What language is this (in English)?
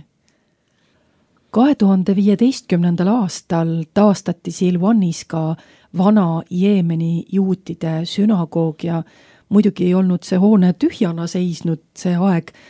Estonian